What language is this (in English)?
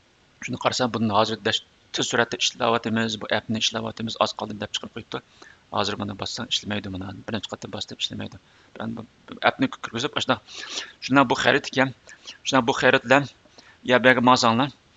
Uyghur